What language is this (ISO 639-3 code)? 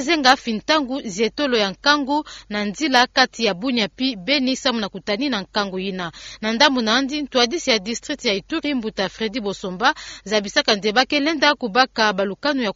ktu